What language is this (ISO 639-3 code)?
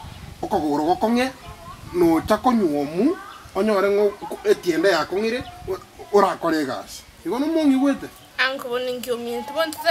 guz